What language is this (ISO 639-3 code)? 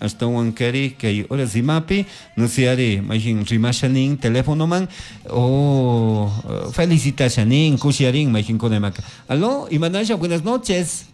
qug